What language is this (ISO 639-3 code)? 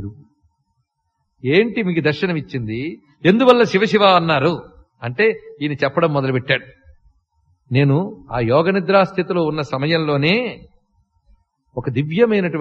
tel